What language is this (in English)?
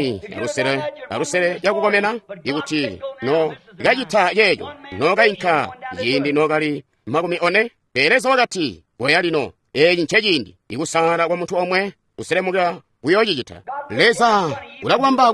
Tonga (Zambia)